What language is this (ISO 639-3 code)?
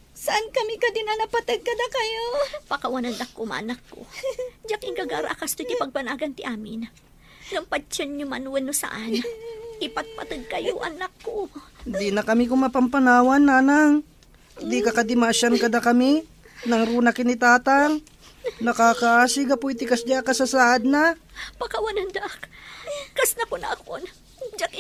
ilo